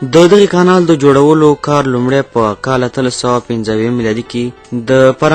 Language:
Pashto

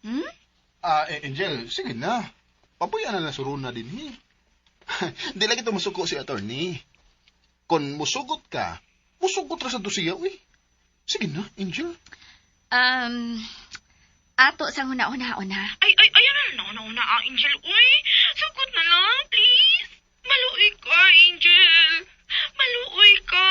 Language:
Cebuano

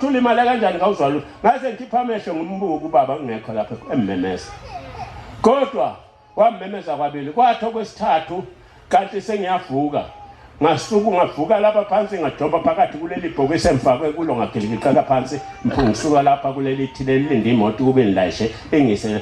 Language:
Zulu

